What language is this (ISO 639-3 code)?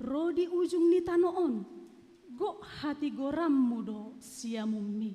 bbc